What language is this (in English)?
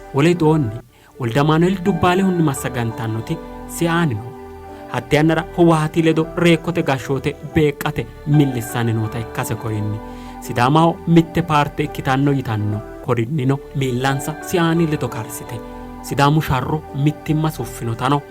Sidamo